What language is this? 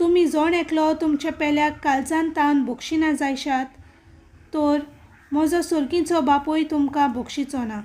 Konkani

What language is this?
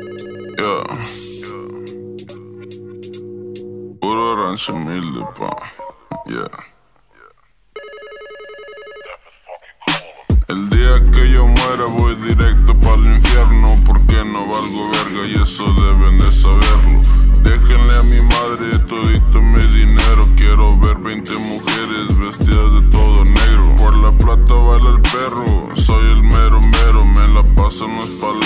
Spanish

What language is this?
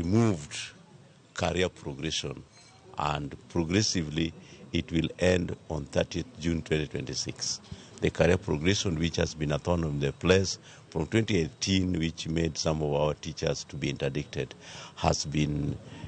Luo (Kenya and Tanzania)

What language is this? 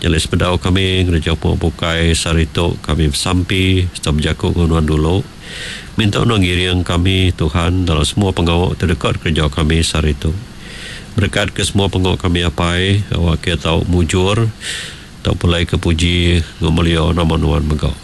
Iban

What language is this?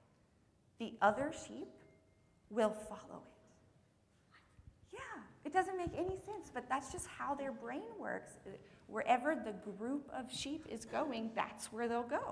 English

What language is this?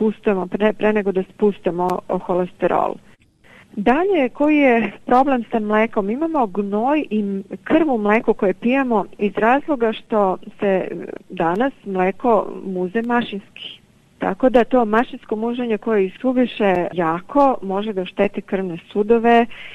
Serbian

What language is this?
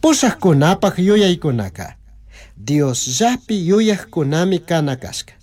Chimborazo Highland Quichua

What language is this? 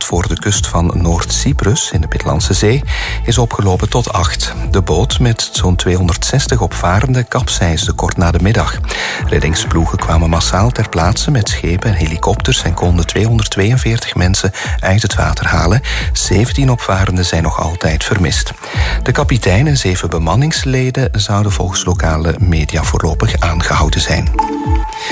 Dutch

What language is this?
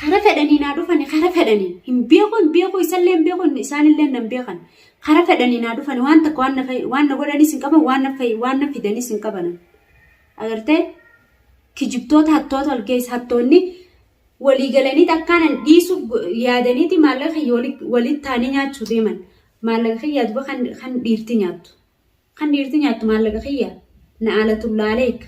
Oromo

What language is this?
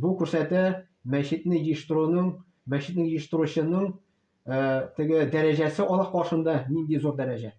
Tatar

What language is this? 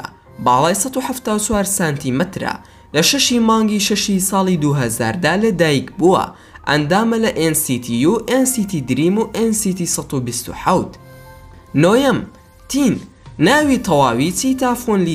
Central Kurdish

